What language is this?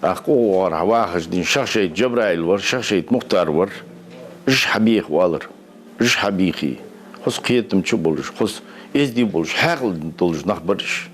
Ingush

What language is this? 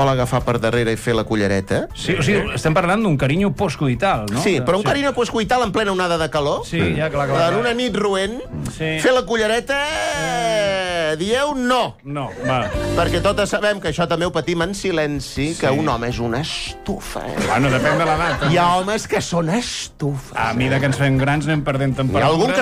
Catalan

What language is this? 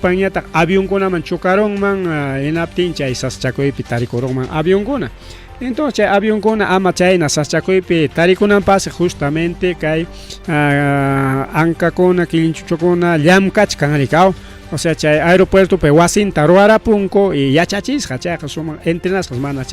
Ayacucho Quechua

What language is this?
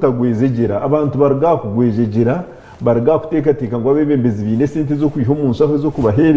Nyankole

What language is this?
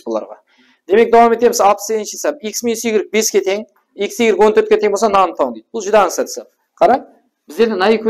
Kara-Kalpak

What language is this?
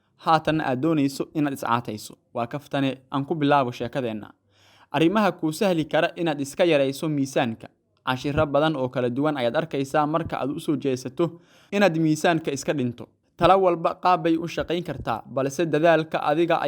Somali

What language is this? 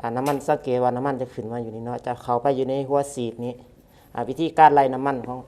Lao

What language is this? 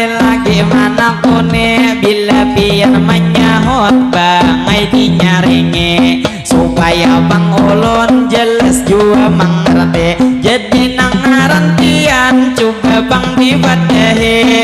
Banjar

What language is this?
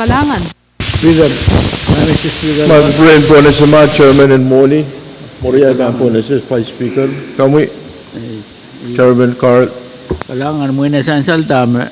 Pohnpeian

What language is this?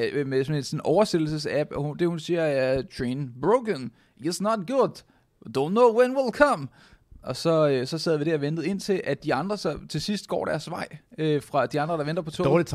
Danish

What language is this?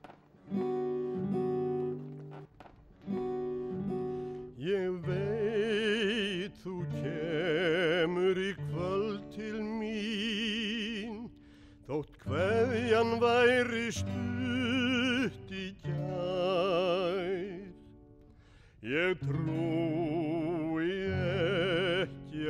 Icelandic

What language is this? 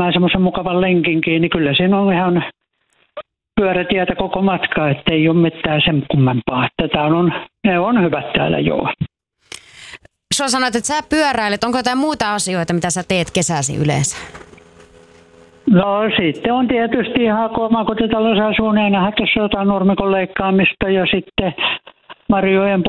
Finnish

